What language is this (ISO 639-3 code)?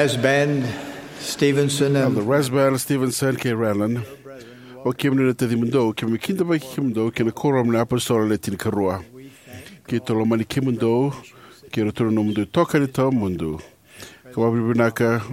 fij